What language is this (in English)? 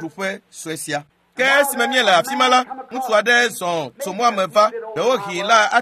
Ewe